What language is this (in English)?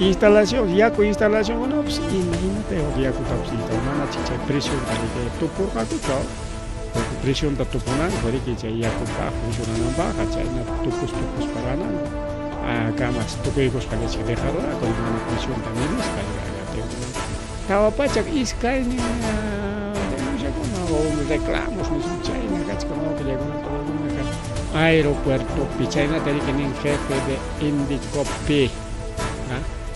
Ayacucho Quechua